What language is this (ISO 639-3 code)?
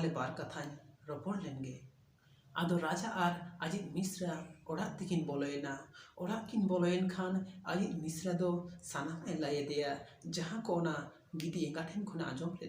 sat